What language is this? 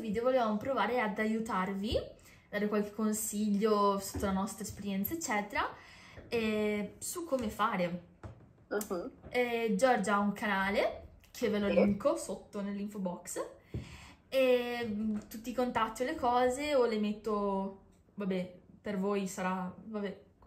Italian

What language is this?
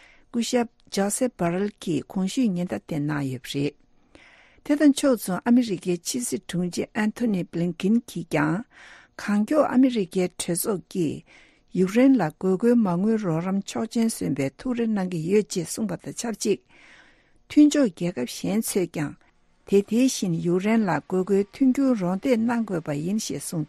Tibetan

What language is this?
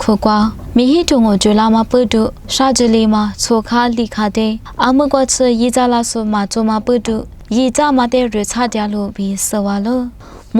Lisu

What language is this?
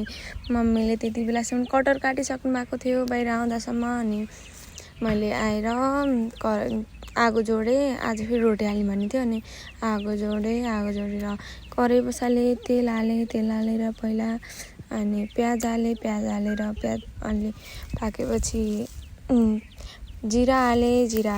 Nepali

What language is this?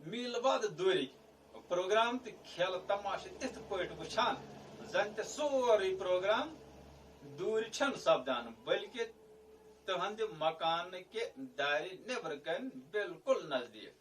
Kashmiri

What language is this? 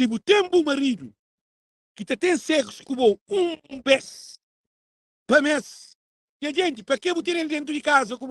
Kabuverdianu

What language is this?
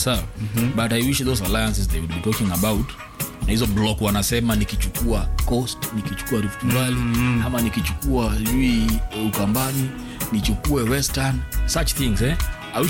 Swahili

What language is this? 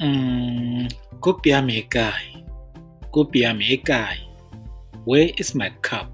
Tswana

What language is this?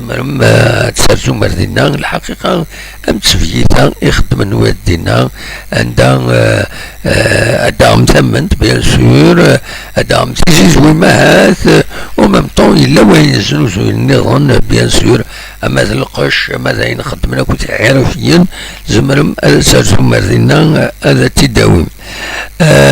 Kabyle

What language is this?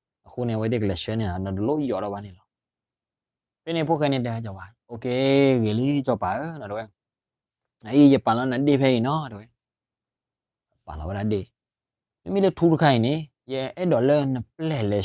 S'gaw Karen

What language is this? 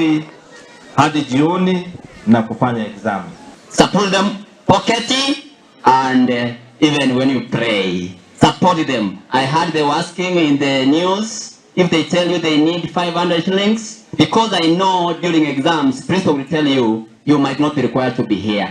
Gusii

